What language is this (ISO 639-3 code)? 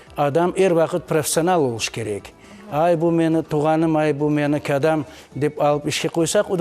crh